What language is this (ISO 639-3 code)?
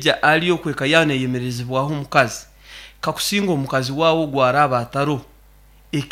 nyn